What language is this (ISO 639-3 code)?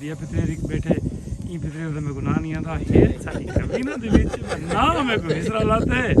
skr